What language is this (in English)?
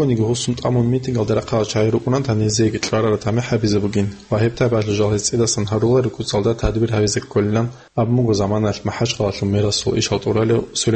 Avaric